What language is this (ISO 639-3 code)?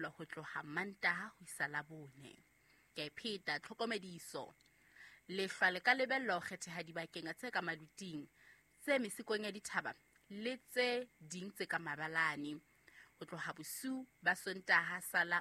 sot